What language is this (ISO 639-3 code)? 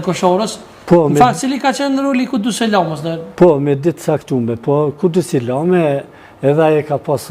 sqi